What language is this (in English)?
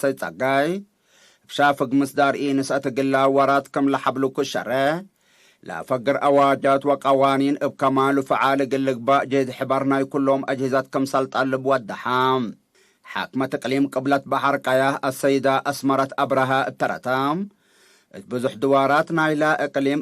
Tigre